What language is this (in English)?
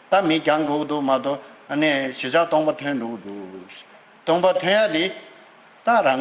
Tibetan